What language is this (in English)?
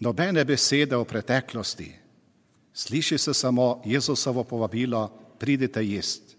Slovenian